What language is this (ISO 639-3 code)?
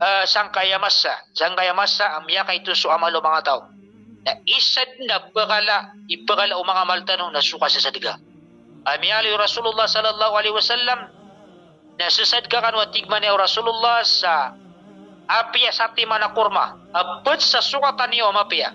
mrw